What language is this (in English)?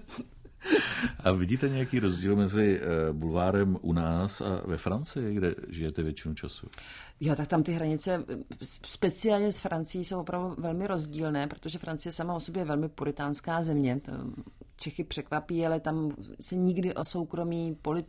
Czech